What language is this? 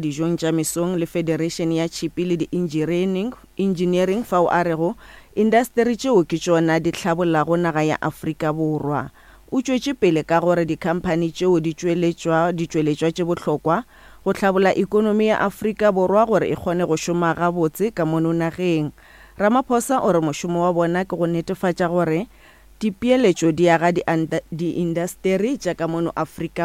Northern Sotho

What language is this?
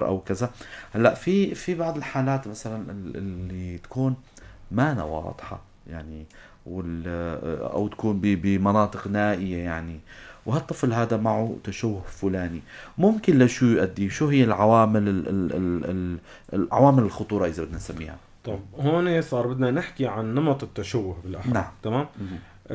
North Levantine Arabic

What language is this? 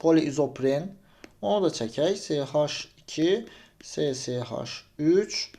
Azerbaijani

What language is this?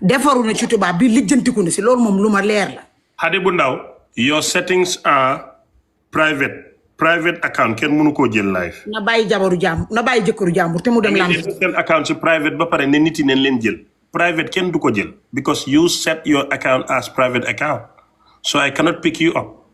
Wolof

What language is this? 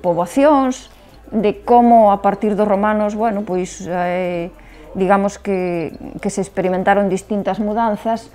Galician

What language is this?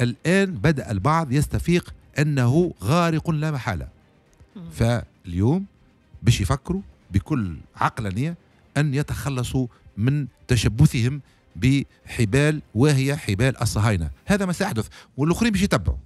Tunisian Arabic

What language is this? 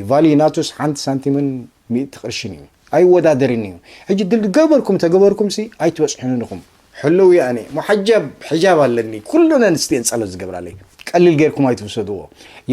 Tigrinya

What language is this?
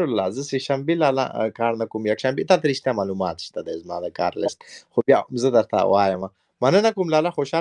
Pashto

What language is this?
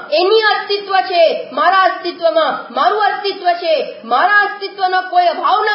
Gujarati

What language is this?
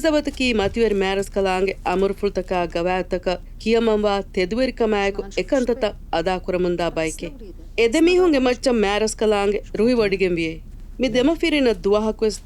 Divehi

